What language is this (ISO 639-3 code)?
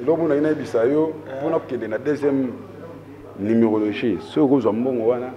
lin